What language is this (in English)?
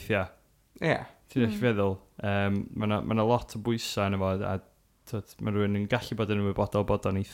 Welsh